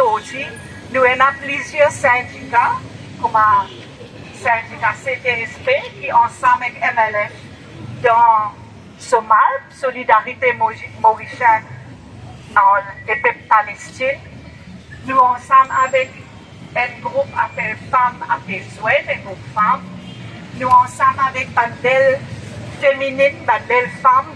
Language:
Morisyen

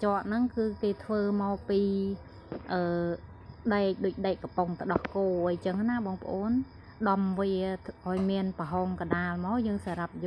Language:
Khmer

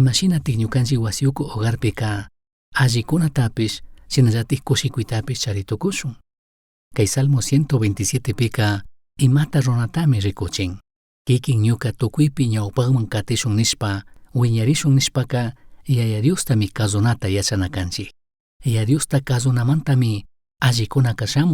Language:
Chimborazo Highland Quichua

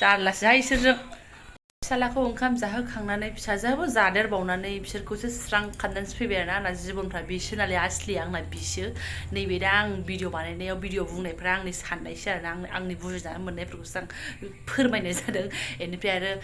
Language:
Bodo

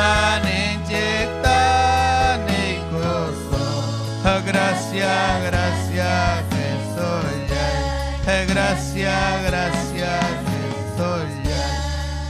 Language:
Ayacucho Quechua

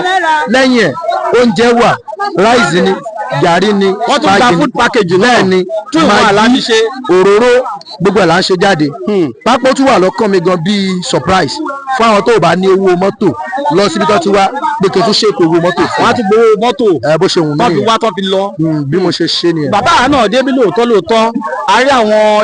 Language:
Yoruba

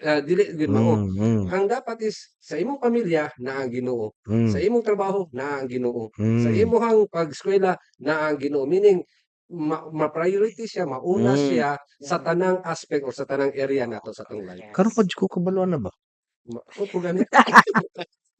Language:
Cebuano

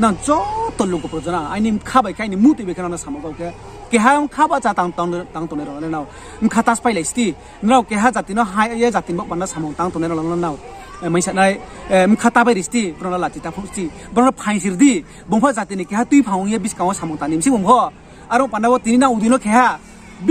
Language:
Riang (India)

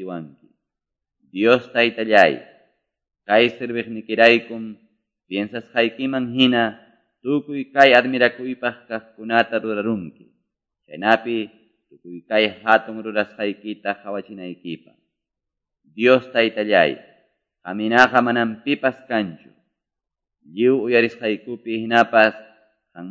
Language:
Quechua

